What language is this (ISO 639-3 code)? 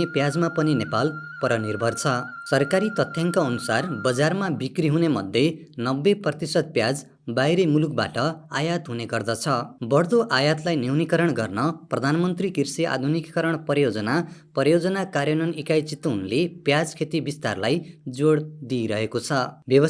nep